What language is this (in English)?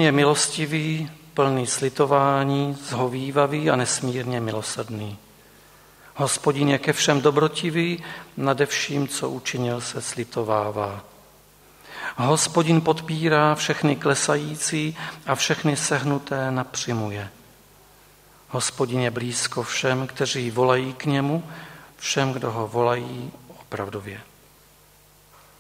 Czech